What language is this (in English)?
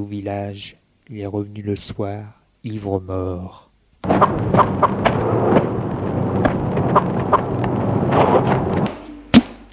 French